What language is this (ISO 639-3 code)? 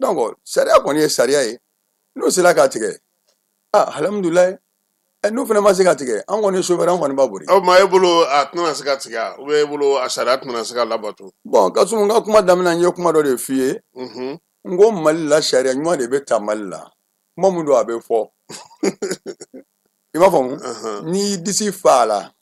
bam